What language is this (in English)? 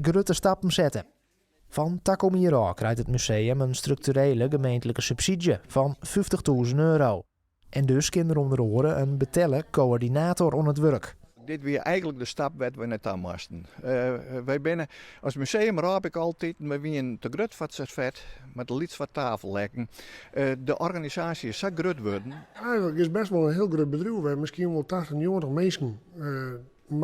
Western Frisian